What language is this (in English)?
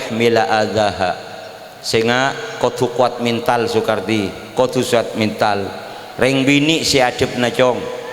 Madurese